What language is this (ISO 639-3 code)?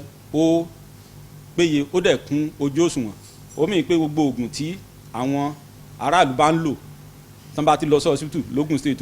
yor